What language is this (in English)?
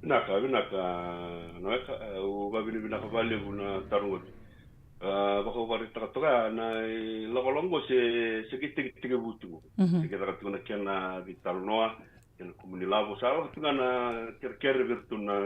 Fijian